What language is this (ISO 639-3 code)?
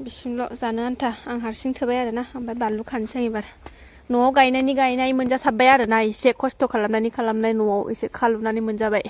brx